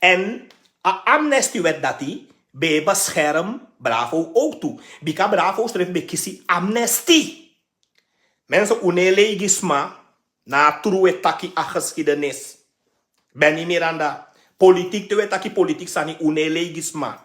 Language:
Sranan Tongo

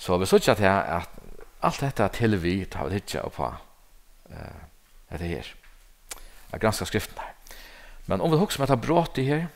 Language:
Faroese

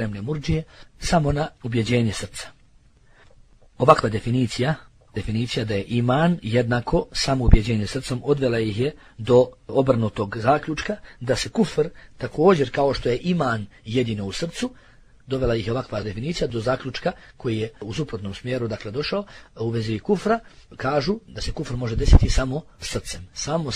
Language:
Bosnian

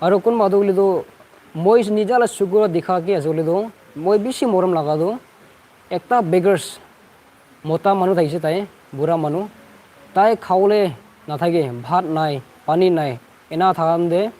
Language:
Naga Pidgin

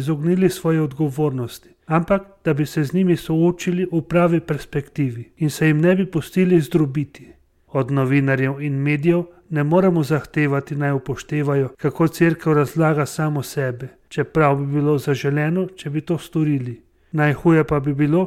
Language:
Slovenian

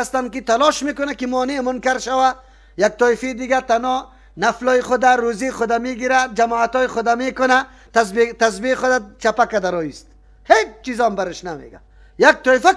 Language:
Persian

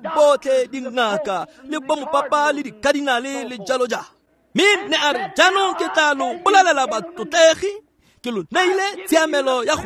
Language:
Tswana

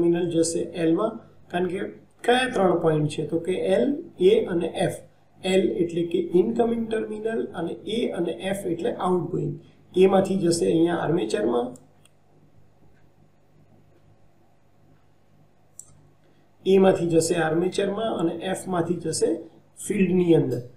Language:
Gujarati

